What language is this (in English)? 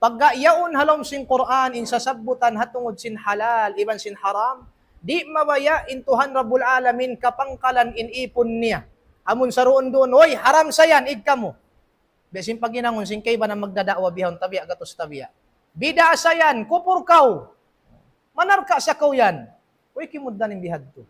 Tausug